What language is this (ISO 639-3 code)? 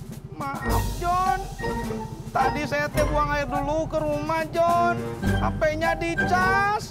bew